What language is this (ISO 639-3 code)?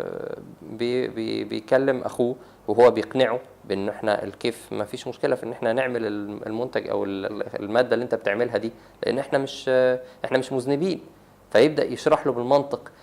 arz